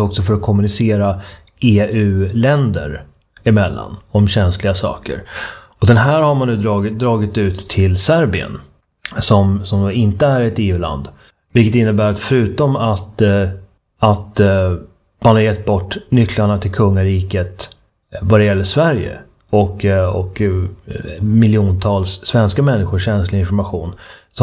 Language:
Swedish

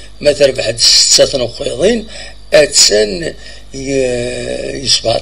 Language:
Kabyle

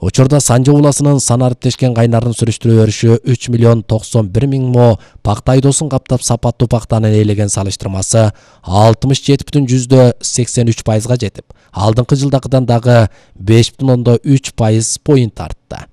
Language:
Kyrgyz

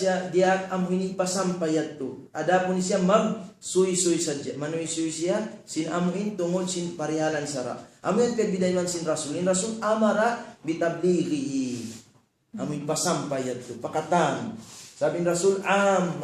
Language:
Tausug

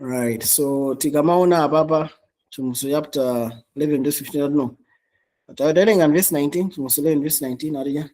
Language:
Nyanja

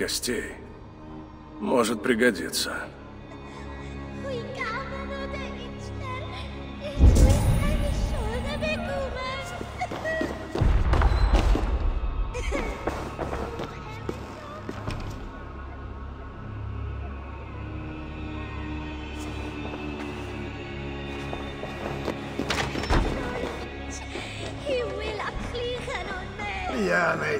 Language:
Russian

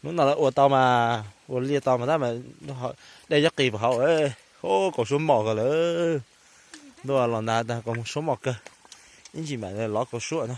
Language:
Hmong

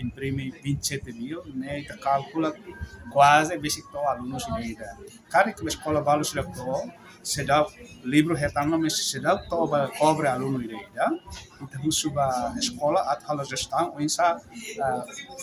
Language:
Tetum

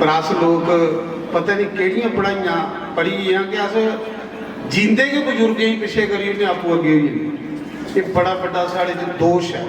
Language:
Dogri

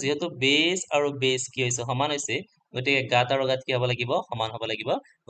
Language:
Assamese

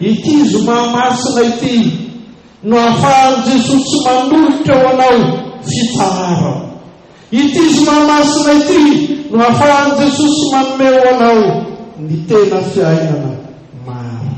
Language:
Malagasy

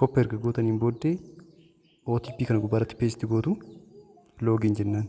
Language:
Oromo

